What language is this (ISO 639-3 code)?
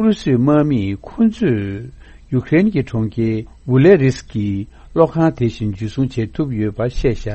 bod